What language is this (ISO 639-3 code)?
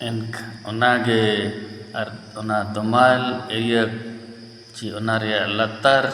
sat